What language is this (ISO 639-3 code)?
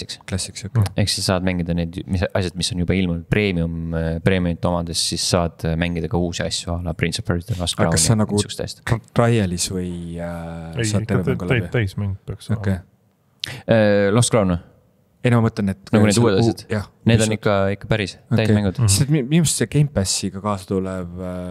est